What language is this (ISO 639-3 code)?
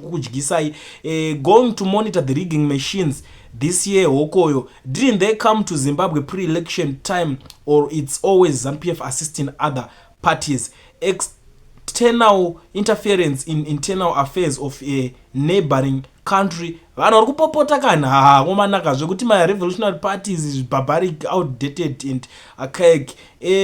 sna